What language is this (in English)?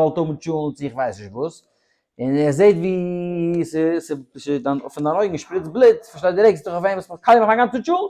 Yiddish